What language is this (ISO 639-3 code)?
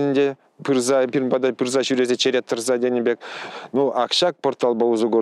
chv